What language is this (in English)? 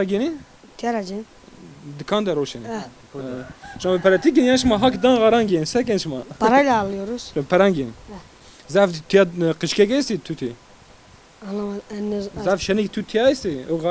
Zaza